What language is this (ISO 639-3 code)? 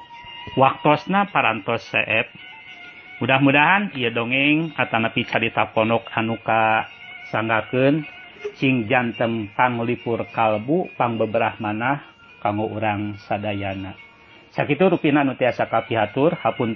sun